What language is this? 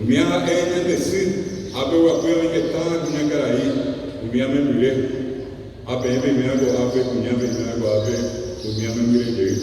Guarani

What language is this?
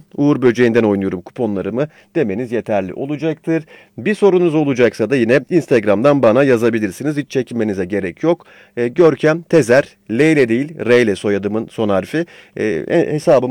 Turkish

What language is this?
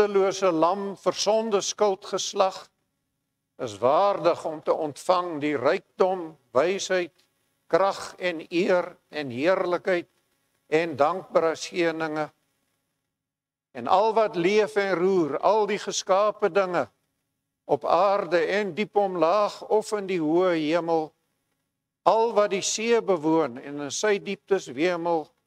Afrikaans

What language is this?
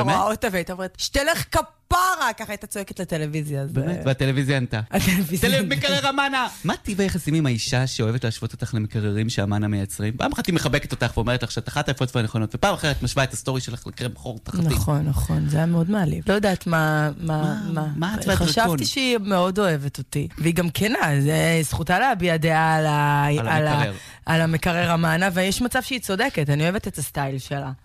Hebrew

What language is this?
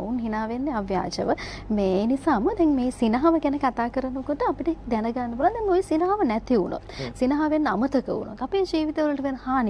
Sinhala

